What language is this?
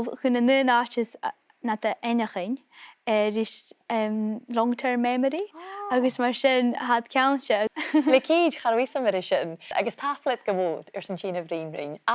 Scottish Gaelic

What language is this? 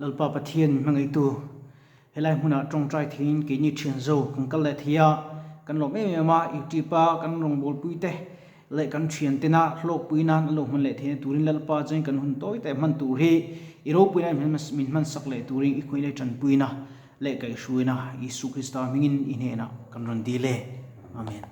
Mizo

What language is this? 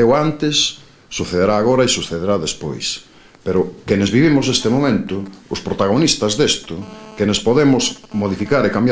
Galician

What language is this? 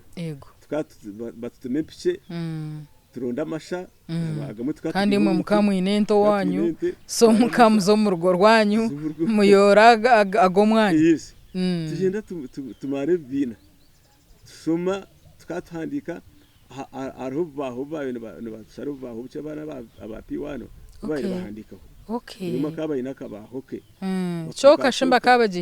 Nyankole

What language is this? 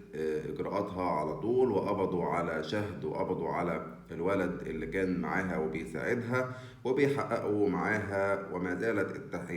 Egyptian Arabic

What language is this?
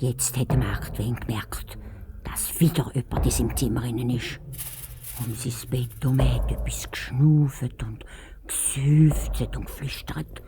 Swiss German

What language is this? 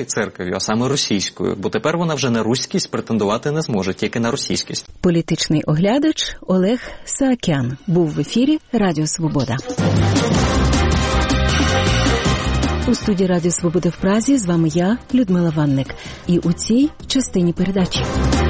Ukrainian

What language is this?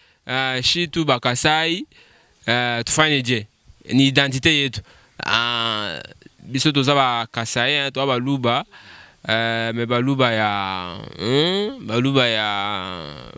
Luba-Lulua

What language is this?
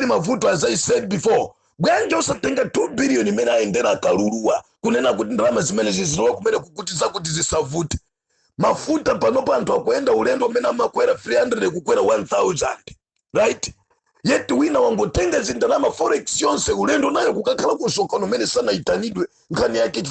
Nyanja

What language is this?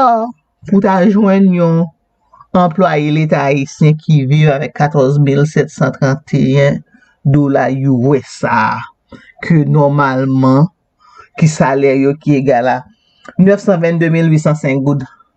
Haitian Creole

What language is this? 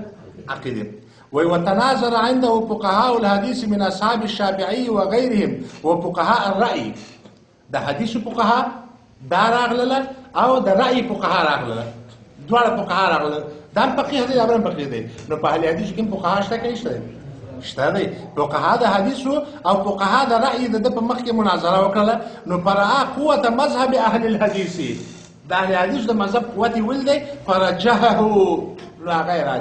Pashto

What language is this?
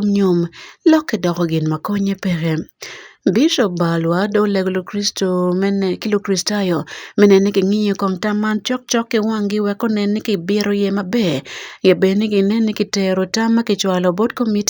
Acoli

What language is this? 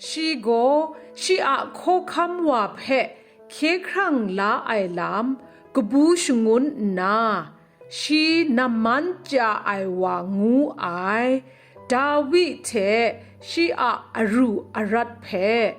Kachin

